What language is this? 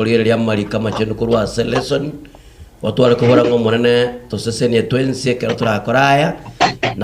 Gusii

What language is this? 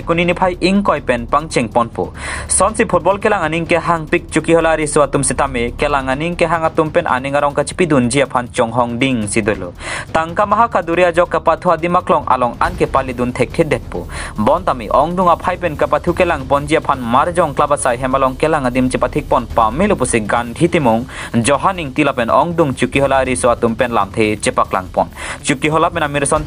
Karbi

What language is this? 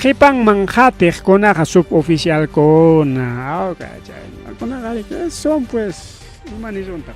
Ayacucho Quechua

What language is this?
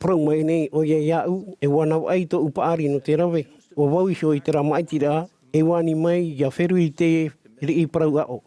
Tahitian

